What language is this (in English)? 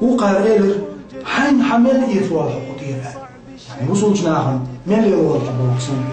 Chechen